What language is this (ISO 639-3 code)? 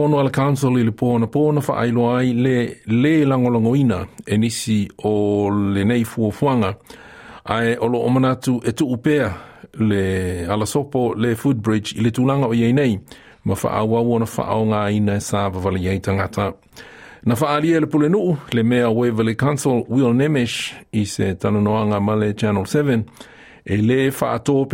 smo